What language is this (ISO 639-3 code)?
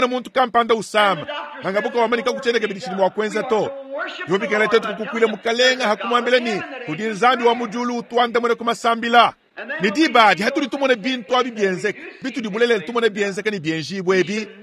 lua